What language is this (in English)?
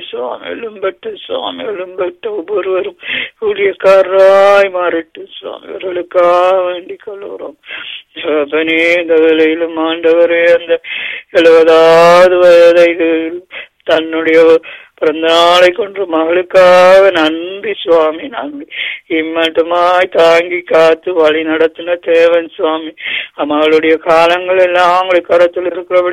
Tamil